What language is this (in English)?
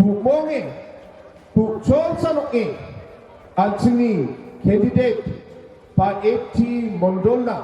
Garo